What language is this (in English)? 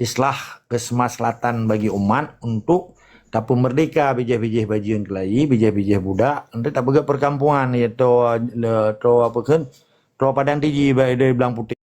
Achinese